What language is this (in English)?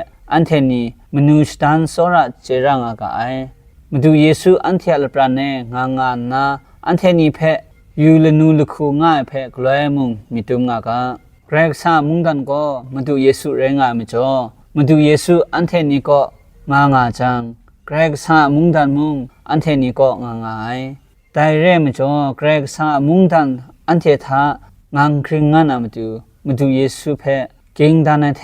Kachin